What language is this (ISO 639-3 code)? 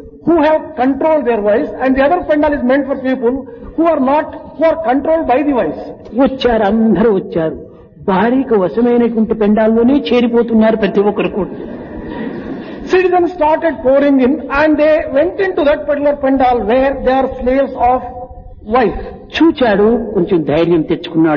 tel